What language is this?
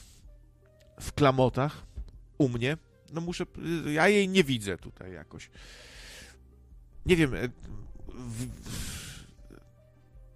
Polish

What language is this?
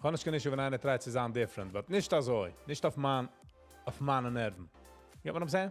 Yiddish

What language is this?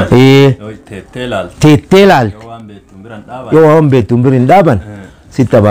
Oromo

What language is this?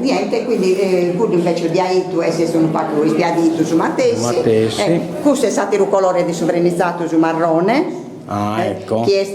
Sardinian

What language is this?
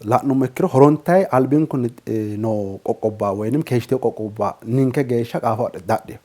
Sidamo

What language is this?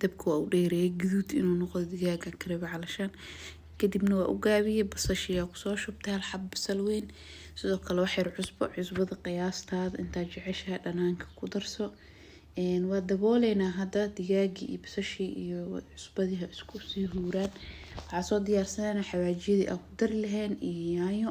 Somali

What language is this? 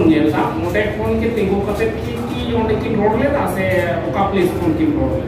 Santali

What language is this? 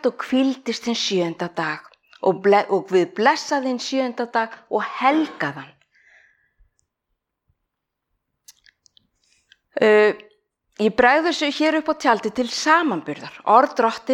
Icelandic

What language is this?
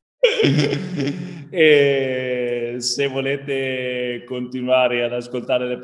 Italian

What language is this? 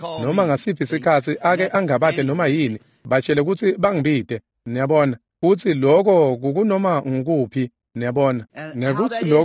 Swati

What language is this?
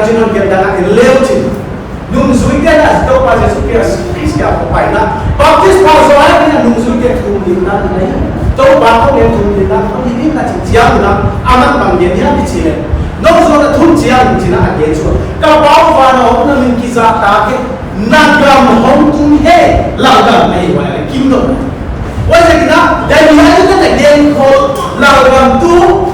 Paite Chin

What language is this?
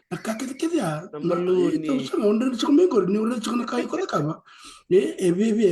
Fijian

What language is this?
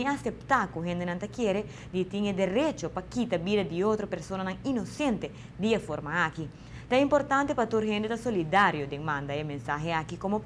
Papiamento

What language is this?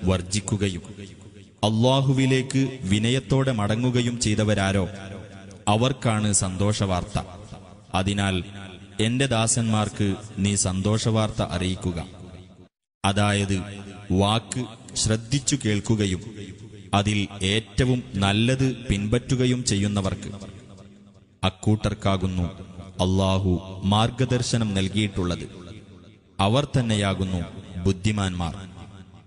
Malayalam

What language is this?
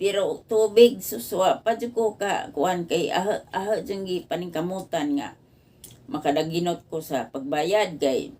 Cebuano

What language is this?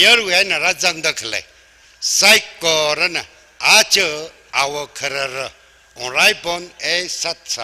Tangkhul Naga (India)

